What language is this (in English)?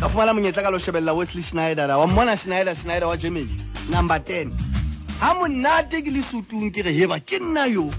Southern Sotho